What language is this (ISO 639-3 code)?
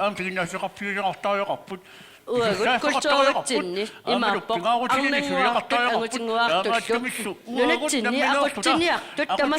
kal